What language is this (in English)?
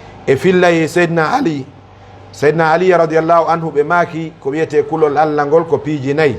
Fula